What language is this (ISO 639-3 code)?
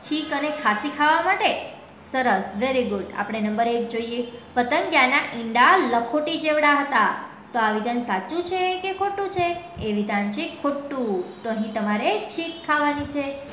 guj